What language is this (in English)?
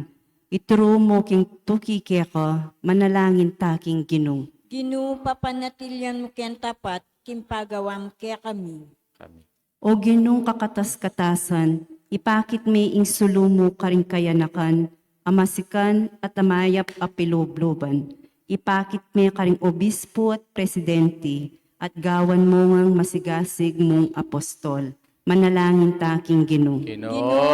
Pampanga